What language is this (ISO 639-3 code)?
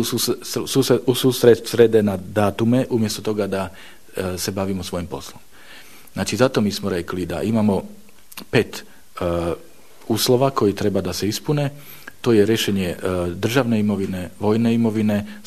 bos